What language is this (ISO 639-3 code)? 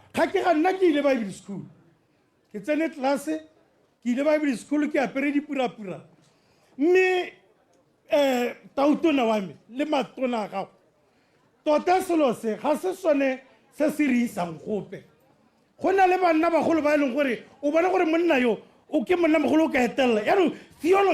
tsn